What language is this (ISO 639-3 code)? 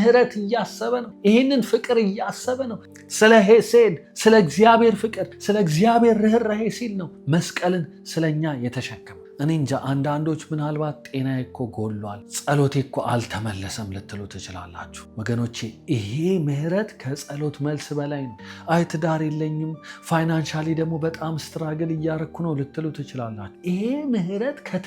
amh